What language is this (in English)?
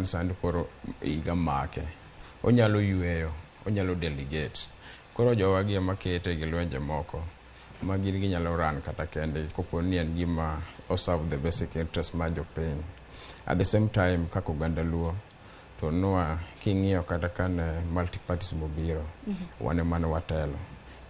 Luo (Kenya and Tanzania)